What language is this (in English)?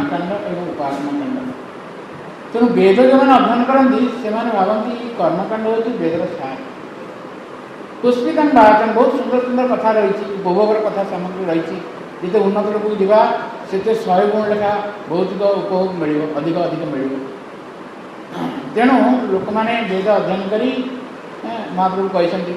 Odia